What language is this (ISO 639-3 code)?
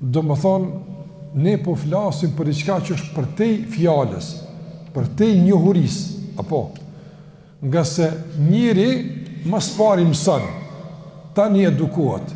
sqi